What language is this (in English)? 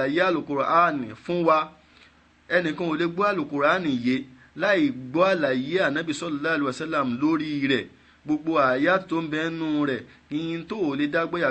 Yoruba